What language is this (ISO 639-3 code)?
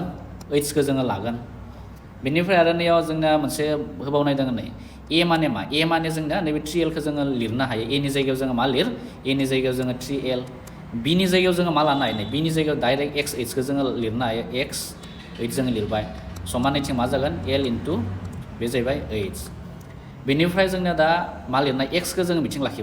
brx